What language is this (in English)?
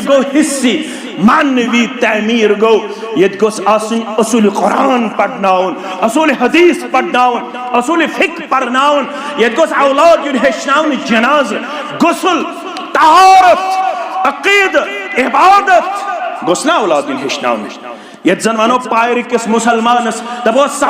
Kashmiri